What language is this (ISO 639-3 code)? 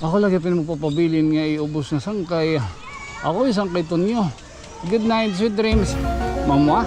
war